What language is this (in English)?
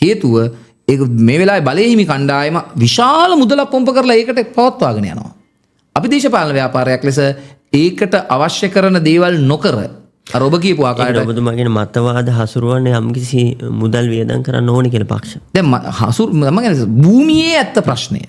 Sinhala